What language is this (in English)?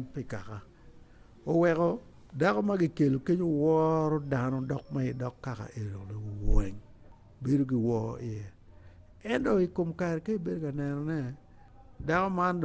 Acoli